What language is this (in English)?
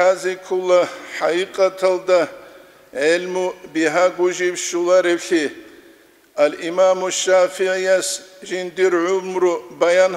Avaric